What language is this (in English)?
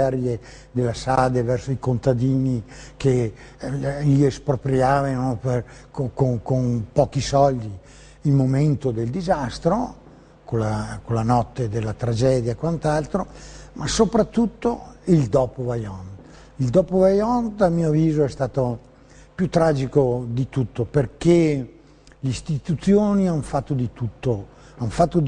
Italian